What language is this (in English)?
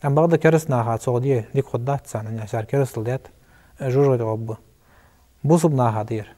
Ingush